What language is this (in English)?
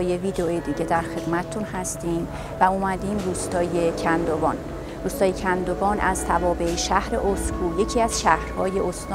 Persian